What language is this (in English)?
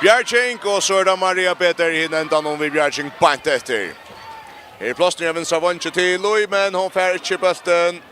Faroese